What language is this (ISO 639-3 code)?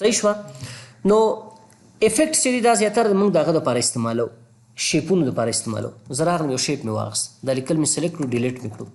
pus